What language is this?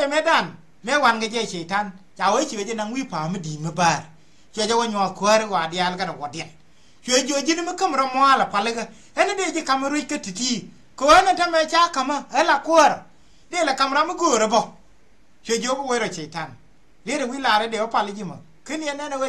Nuer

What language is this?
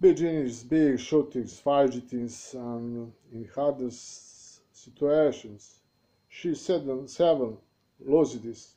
Bosnian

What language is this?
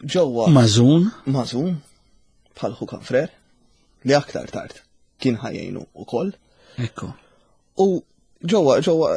Maltese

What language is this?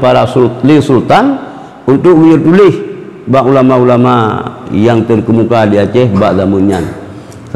Achinese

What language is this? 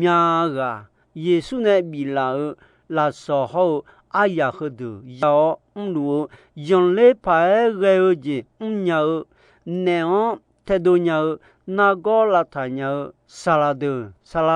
Akha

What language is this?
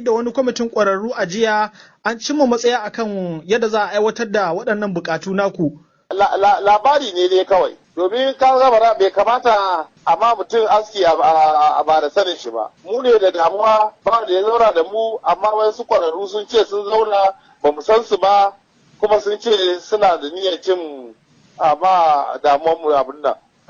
Hausa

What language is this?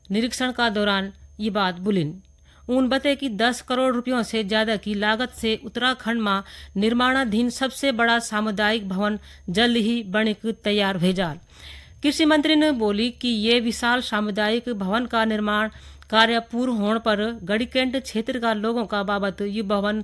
Garhwali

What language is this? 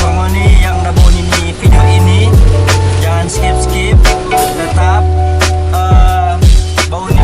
Manado Malay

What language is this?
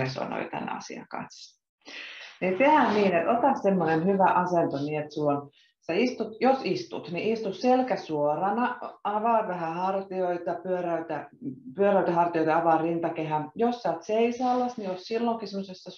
Finnish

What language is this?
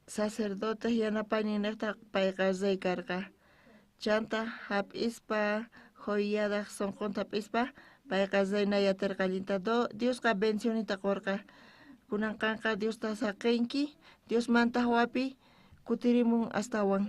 South Bolivian Quechua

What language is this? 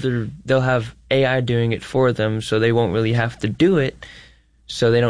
English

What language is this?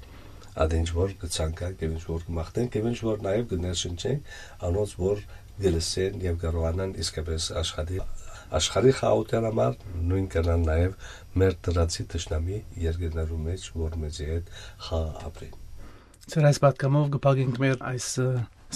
Armenian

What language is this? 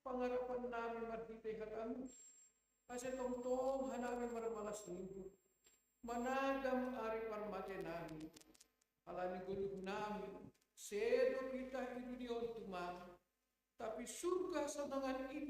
Batak Simalungun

